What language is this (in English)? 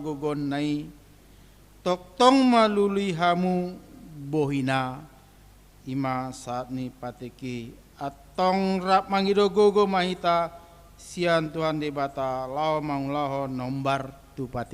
Batak Toba